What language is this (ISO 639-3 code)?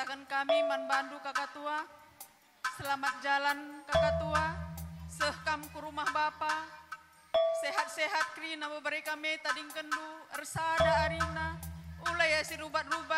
btx